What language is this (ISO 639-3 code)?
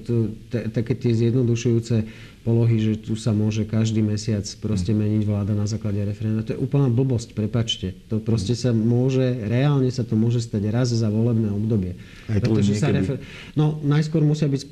slk